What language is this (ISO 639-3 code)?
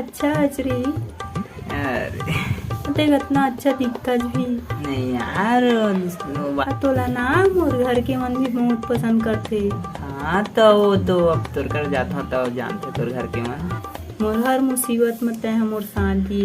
hne